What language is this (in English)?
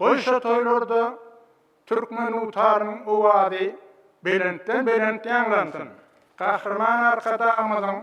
Turkmen